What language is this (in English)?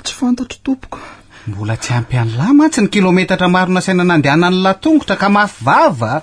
Malagasy